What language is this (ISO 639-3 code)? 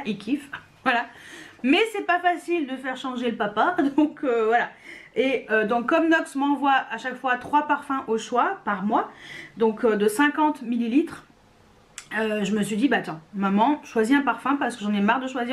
fra